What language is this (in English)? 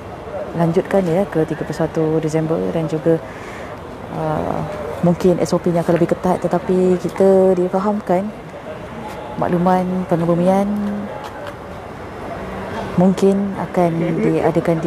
Malay